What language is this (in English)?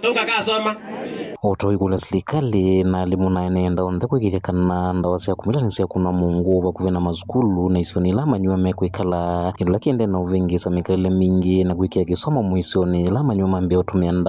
Kamba